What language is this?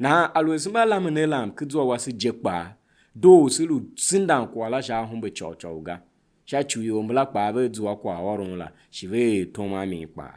Tiv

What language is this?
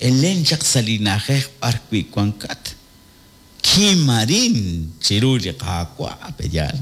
Kekchí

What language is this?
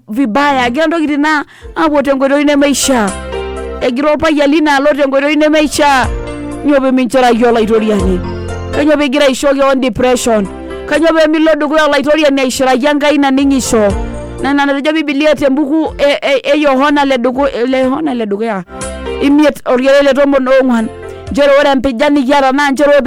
Masai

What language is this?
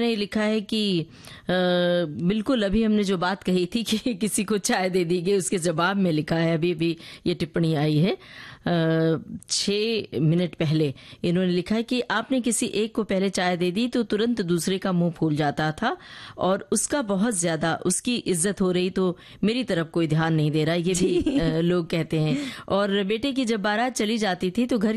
Hindi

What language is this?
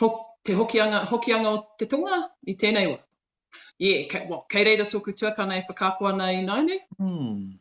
Māori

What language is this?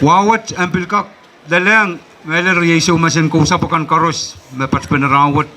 Pohnpeian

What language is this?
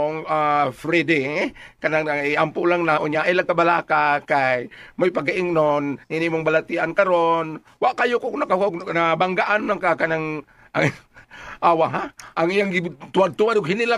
Cebuano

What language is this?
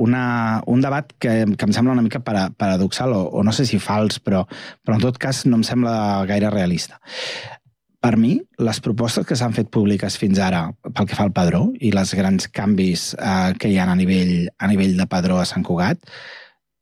Catalan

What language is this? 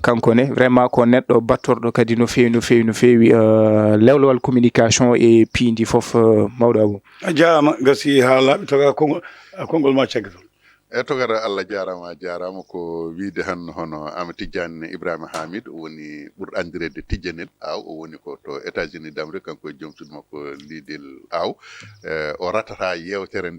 Fula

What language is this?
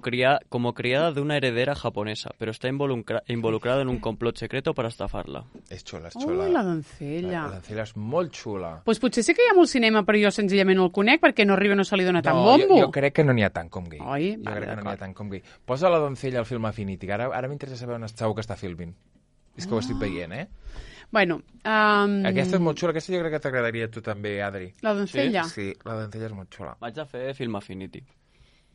Catalan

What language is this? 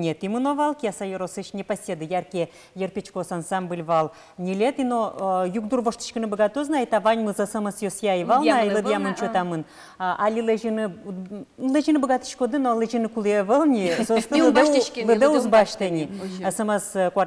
Udmurt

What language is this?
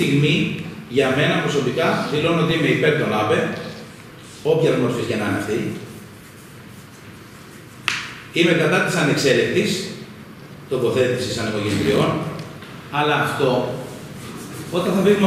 Greek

